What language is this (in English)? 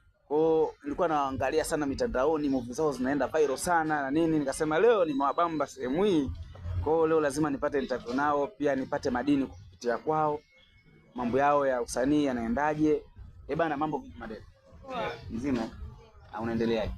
Swahili